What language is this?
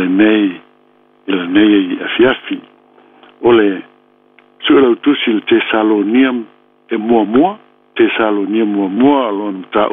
Samoan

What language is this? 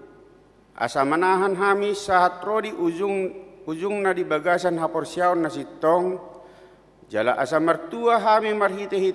Batak Toba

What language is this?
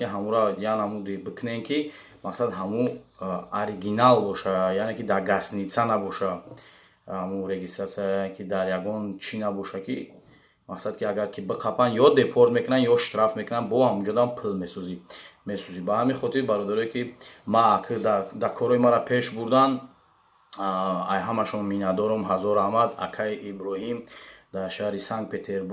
Tajik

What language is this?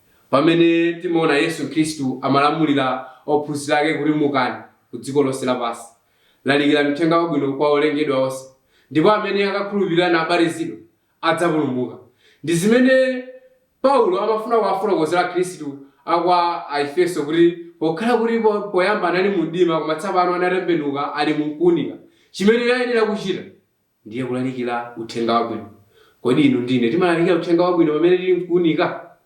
Nyanja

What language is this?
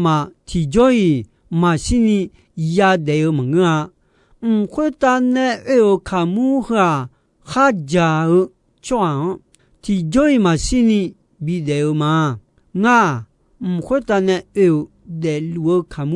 Akha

